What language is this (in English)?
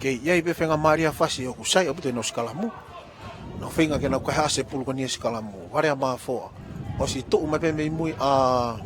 Tongan